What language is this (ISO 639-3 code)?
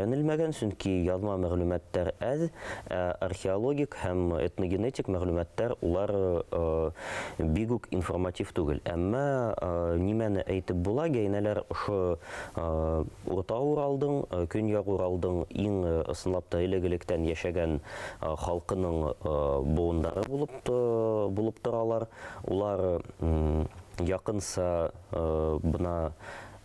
bak